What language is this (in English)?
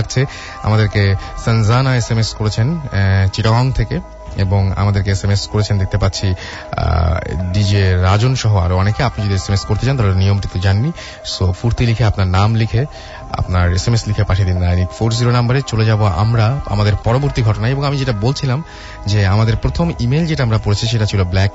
Bangla